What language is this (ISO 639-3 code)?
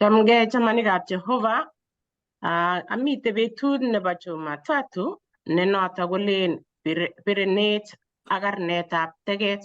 kln